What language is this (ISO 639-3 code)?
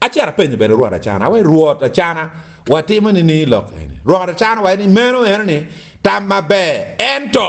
ach